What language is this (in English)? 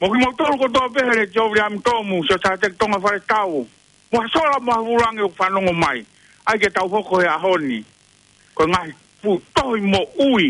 Tongan